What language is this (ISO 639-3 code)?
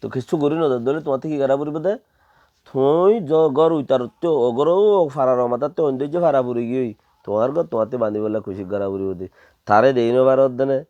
rhg